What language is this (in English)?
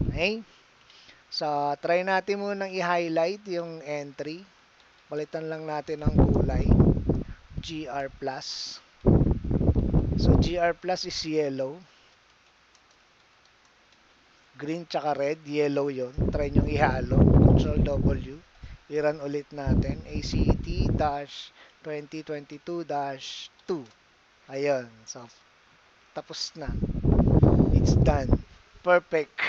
Filipino